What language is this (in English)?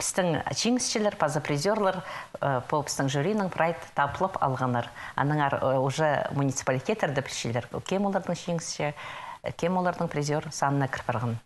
Khakas